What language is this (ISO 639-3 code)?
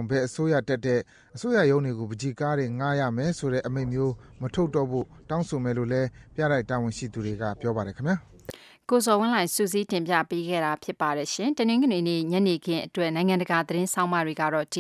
mya